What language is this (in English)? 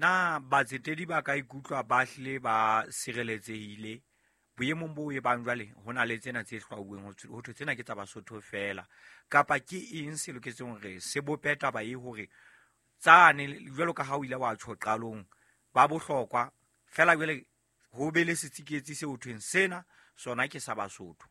Southern Sotho